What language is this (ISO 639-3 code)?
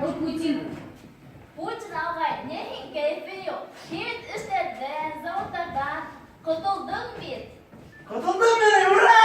bak